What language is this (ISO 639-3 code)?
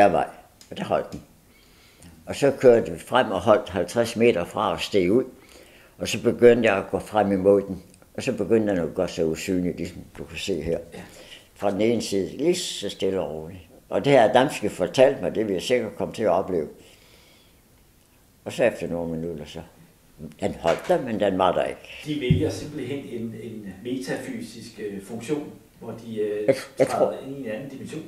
dan